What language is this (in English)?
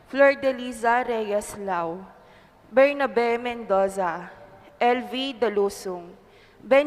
Pampanga